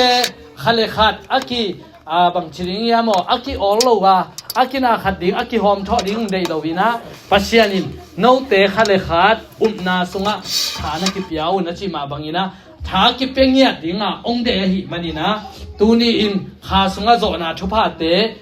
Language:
Tedim Chin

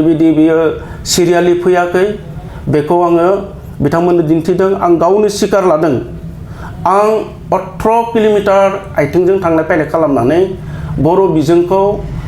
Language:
Bodo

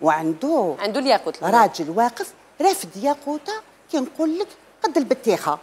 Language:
Algerian Arabic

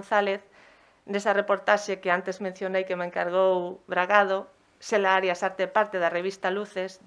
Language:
Galician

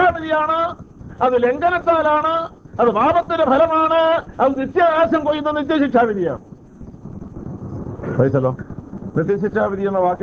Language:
Malayalam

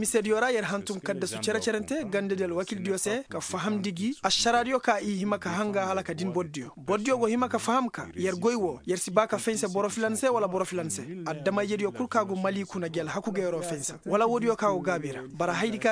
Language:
Koyraboro Senni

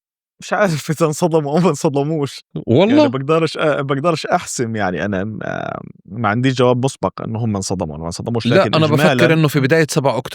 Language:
North Levantine Arabic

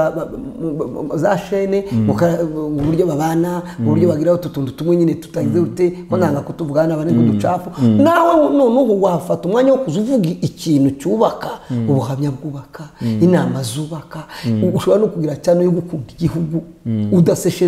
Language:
Kinyarwanda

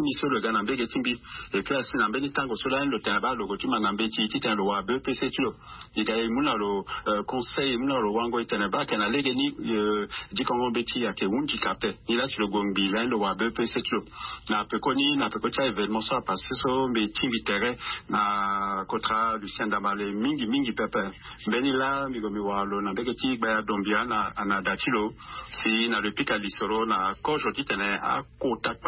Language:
Sango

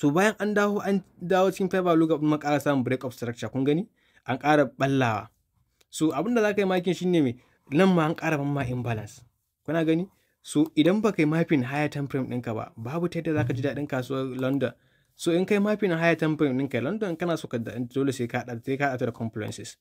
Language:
Hausa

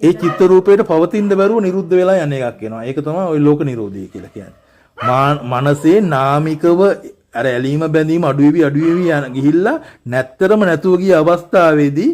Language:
Sinhala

